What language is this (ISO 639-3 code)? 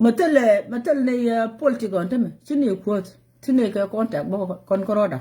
nus